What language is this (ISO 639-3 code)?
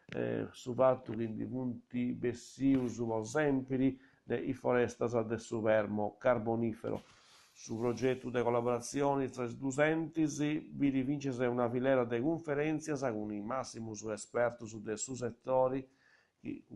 srd